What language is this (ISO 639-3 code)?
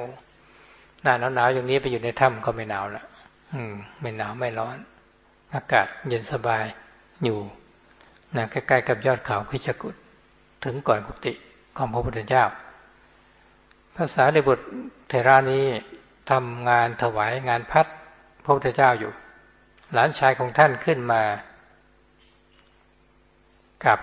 tha